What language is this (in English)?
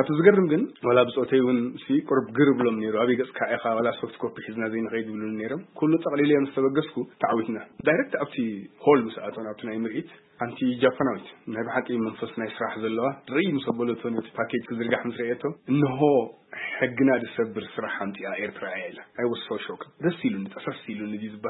Tigrinya